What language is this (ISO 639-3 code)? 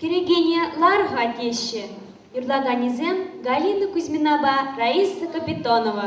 chv